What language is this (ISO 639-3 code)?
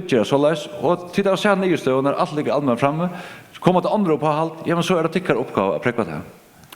fao